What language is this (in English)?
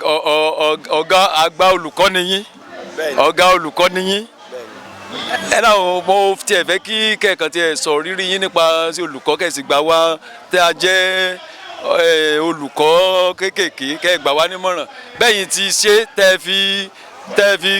Yoruba